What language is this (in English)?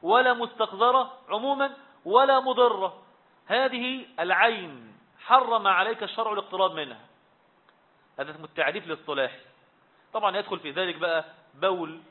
Arabic